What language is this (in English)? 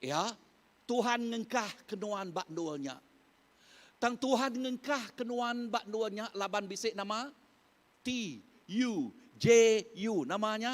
Iban